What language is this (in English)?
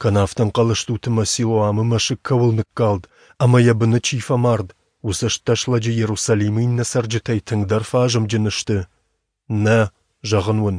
Ossetic